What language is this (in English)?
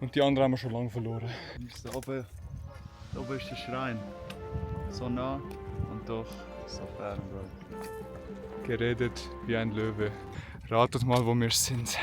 Swiss German